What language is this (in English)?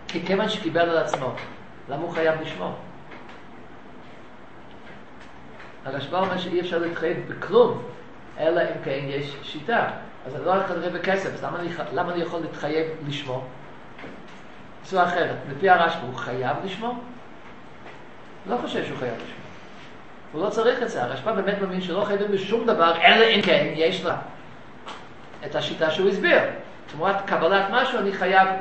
Hebrew